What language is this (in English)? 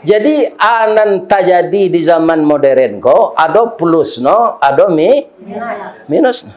Minangkabau